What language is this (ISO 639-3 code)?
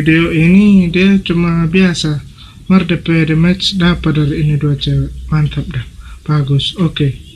xmm